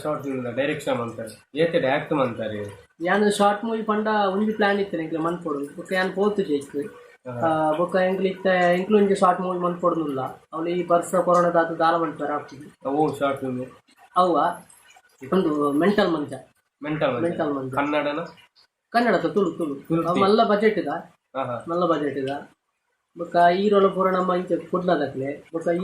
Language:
Tulu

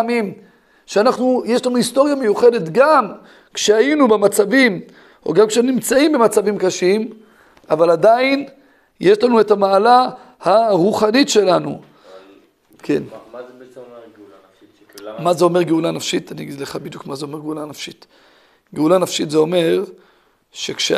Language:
Hebrew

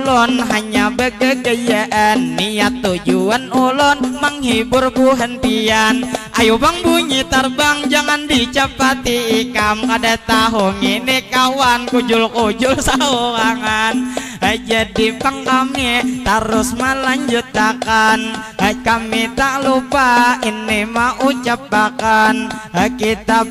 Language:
Banjar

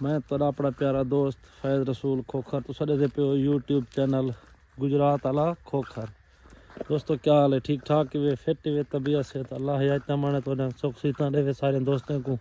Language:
Saraiki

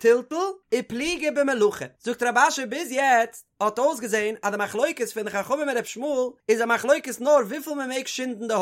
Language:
Yiddish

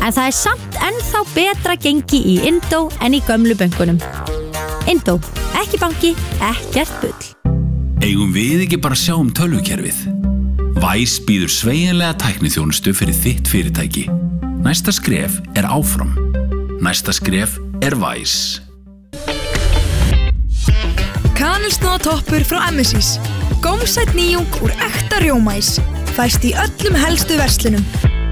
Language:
Icelandic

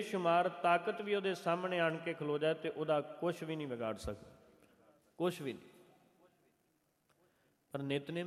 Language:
Punjabi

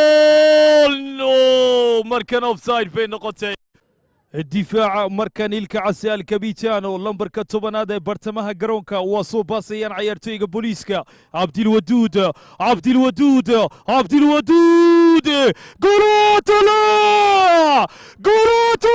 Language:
Somali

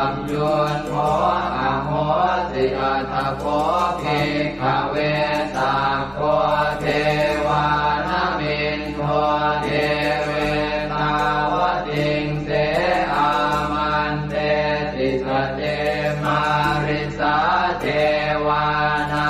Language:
Pali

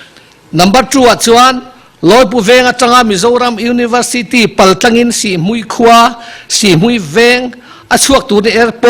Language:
Mizo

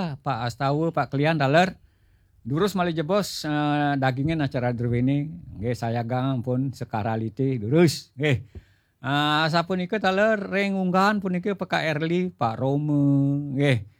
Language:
Balinese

